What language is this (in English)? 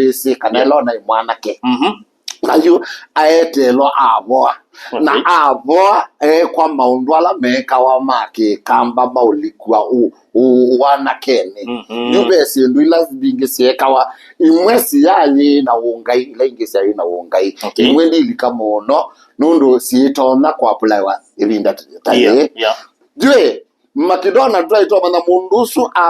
Kamba